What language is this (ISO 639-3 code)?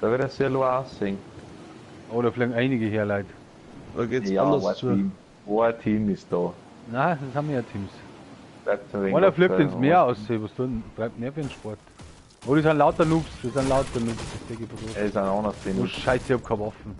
bar